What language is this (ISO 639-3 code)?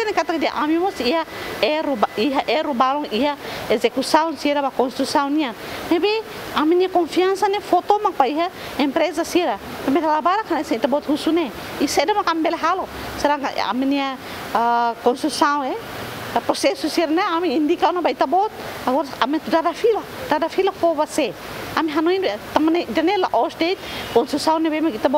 tet